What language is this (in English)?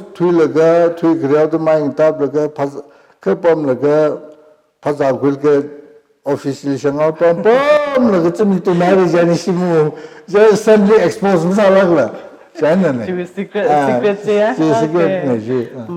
Tangkhul Naga (India)